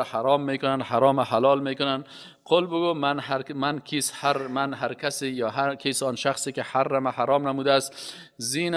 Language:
Persian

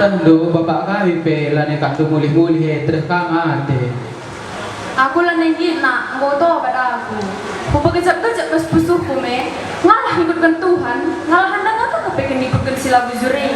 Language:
Batak Karo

